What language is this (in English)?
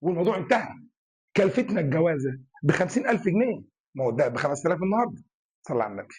Egyptian Arabic